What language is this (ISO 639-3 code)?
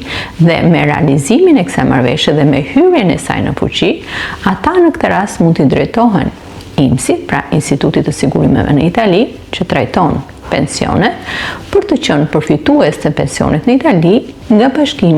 sqi